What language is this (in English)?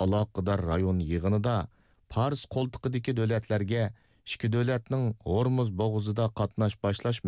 Uyghur